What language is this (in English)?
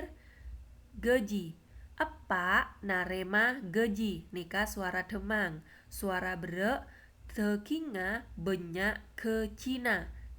Madurese